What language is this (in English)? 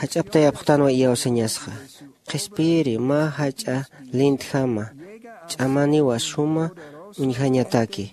Aymara